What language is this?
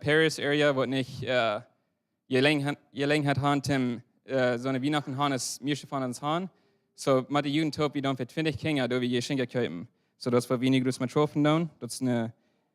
Plautdietsch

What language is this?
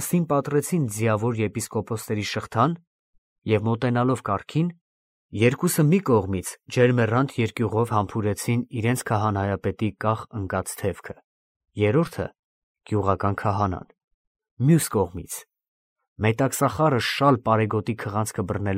Armenian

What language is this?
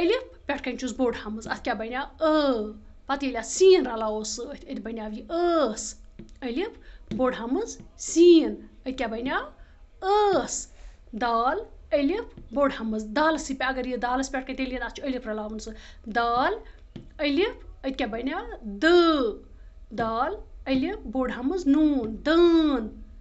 Kashmiri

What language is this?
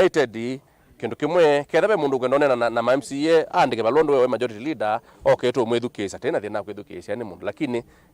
Kamba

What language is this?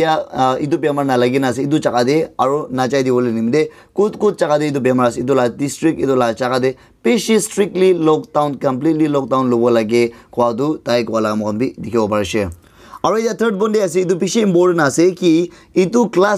Naga Pidgin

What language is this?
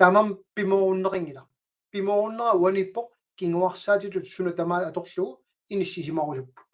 Kalaallisut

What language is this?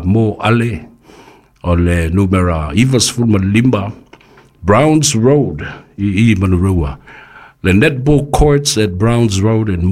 Samoan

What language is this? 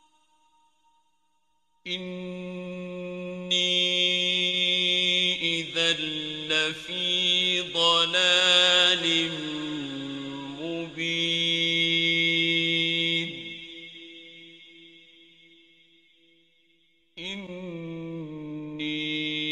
Arabic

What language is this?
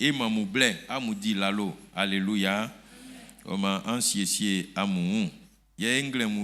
Baoulé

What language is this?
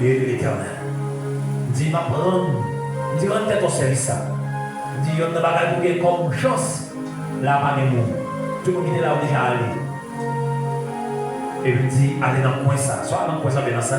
Haitian Creole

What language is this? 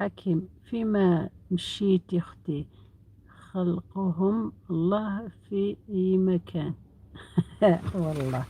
Algerian Arabic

